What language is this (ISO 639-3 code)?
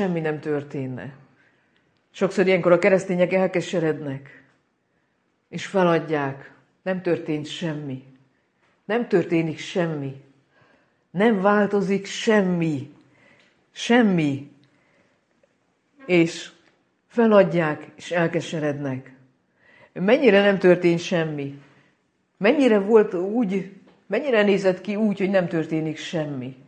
hun